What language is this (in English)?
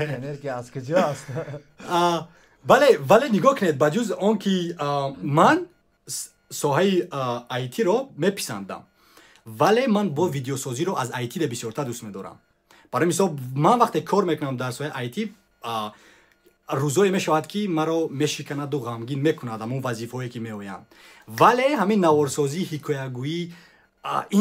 Tajik